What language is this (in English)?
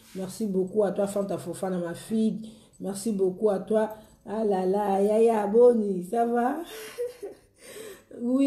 Lingala